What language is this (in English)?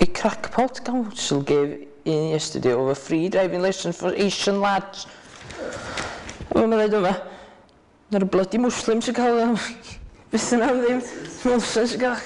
Welsh